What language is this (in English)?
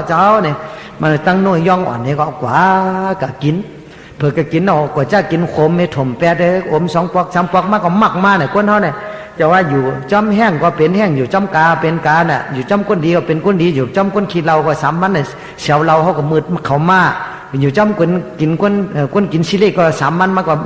Shan